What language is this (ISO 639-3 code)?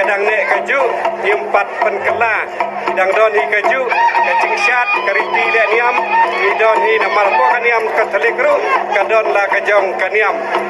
kha